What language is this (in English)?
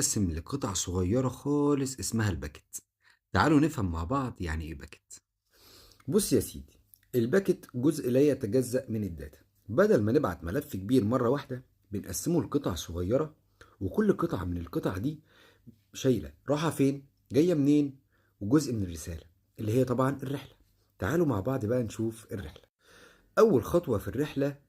Egyptian Arabic